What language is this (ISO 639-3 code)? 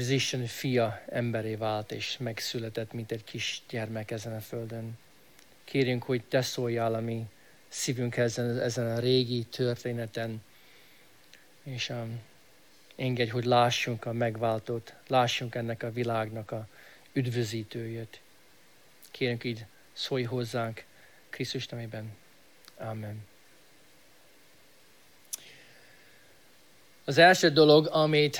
hun